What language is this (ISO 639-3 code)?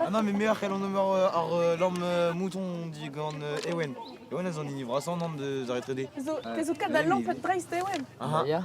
bre